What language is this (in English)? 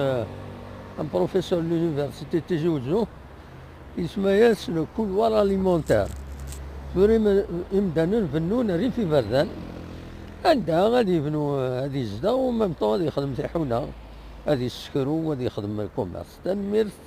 Kabyle